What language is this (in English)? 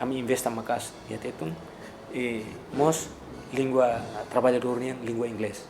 Tetum